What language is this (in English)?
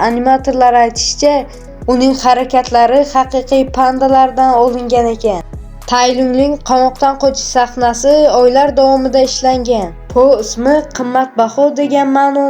Uzbek